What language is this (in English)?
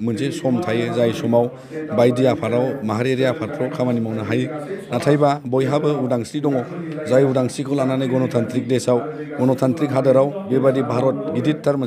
Bodo